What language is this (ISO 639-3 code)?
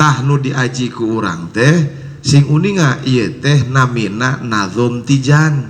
sun